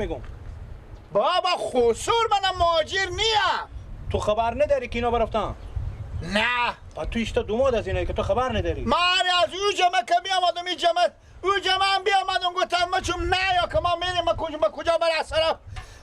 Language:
Persian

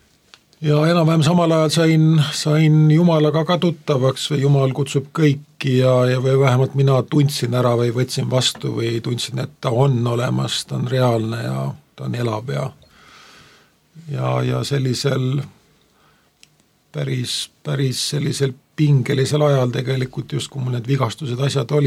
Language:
Estonian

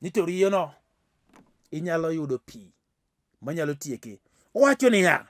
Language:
Luo (Kenya and Tanzania)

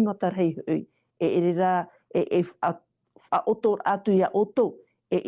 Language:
Tahitian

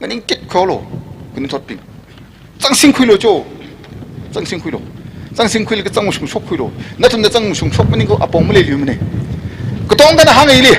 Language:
Tangkhul Naga (India)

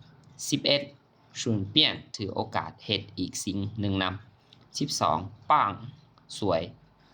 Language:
Lao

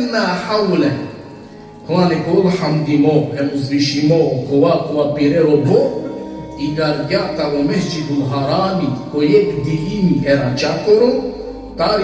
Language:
Balkan Romani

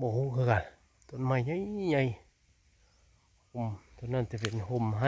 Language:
Northeastern Thai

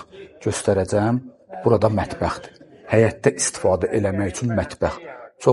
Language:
Azerbaijani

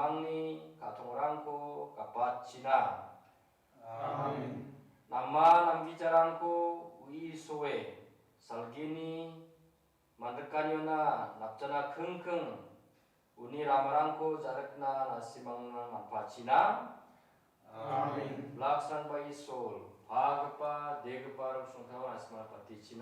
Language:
Garo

